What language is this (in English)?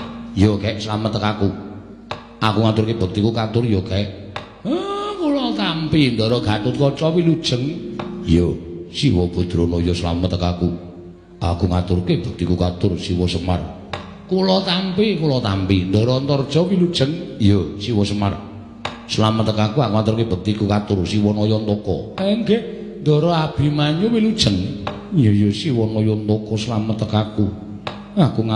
Javanese